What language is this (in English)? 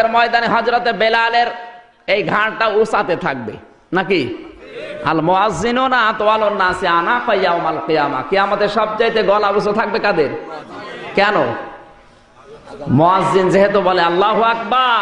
Bangla